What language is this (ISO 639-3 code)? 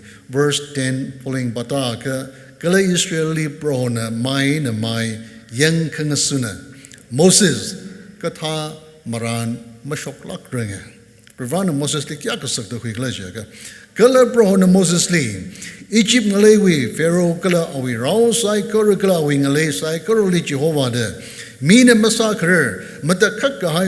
nmf